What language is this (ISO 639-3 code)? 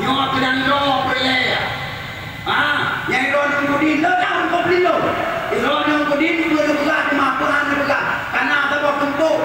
ace